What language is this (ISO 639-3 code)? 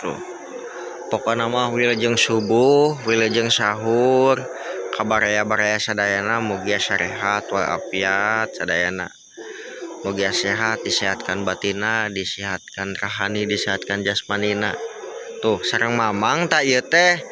sun